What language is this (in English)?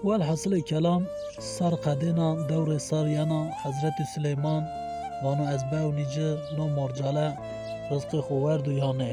Zaza